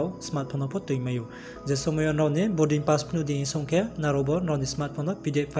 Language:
Riang (India)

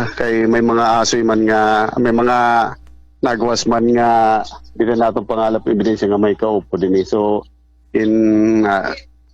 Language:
Waray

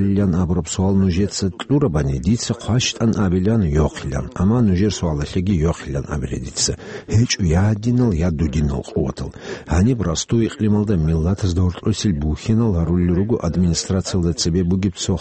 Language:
Avaric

